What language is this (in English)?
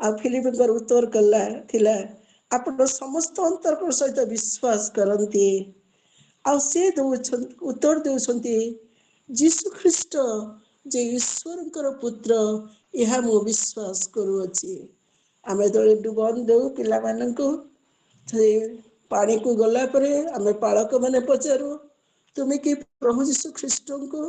Odia